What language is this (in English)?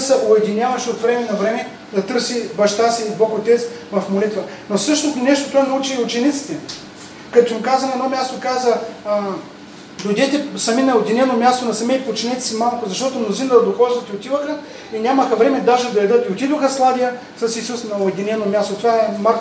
Bulgarian